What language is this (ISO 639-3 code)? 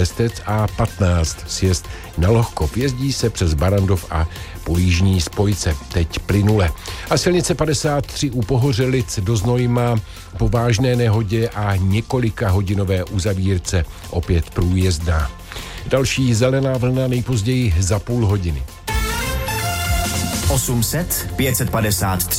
ces